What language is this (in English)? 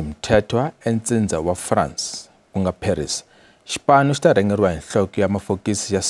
Tsonga